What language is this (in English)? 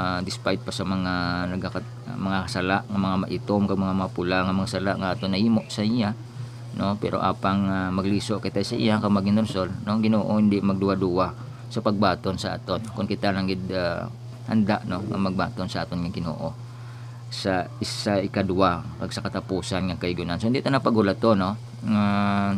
Hiligaynon